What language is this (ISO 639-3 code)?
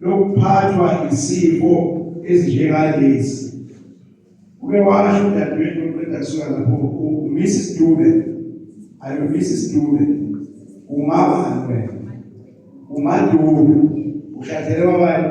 zul